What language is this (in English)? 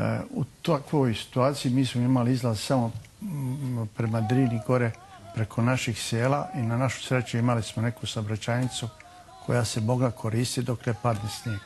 Bosnian